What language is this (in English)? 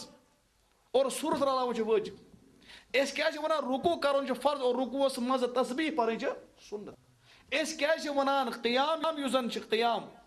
Kashmiri